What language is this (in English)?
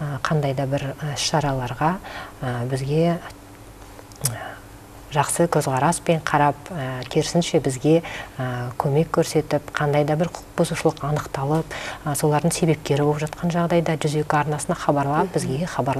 Kazakh